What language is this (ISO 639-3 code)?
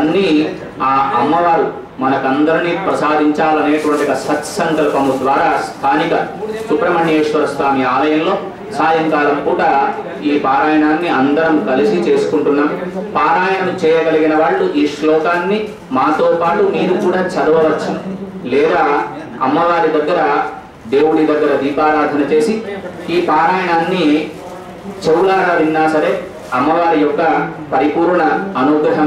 tel